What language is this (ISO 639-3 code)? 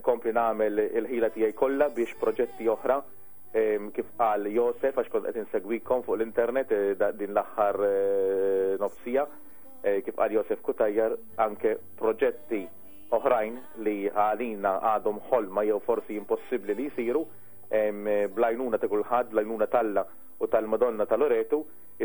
mlt